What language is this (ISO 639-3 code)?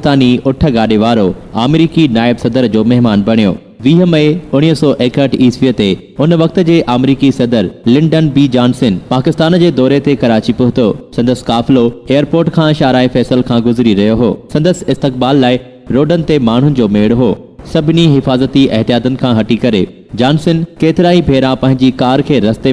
snd